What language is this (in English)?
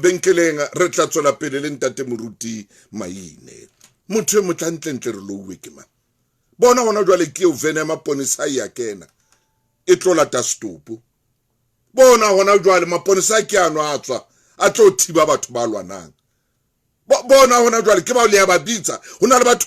Southern Sotho